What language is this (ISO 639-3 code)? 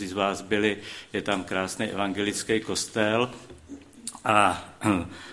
ces